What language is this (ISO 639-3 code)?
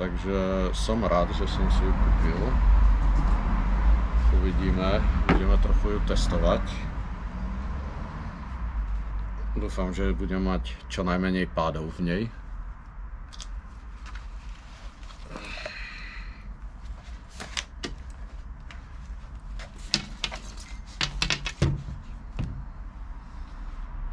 slk